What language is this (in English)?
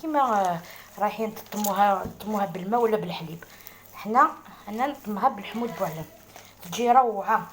Algerian Arabic